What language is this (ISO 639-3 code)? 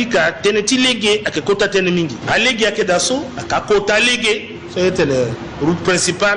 sag